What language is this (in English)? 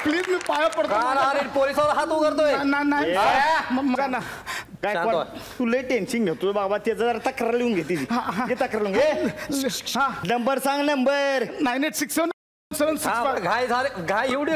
Marathi